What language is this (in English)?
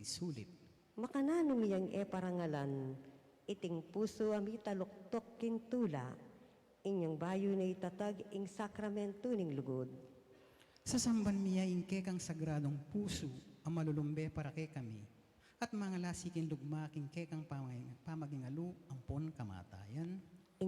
Pampanga